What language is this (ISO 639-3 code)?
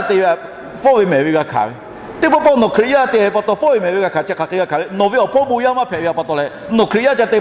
lhu